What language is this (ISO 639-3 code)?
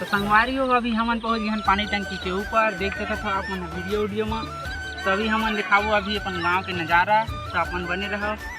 hne